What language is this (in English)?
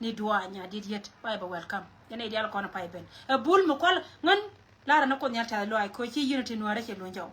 Nuer